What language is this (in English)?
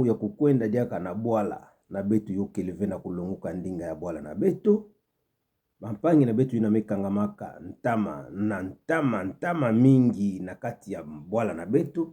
Kituba (Democratic Republic of Congo)